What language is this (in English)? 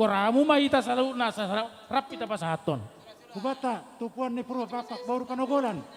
Batak Simalungun